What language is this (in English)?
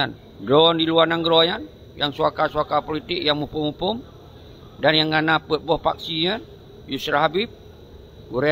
Achinese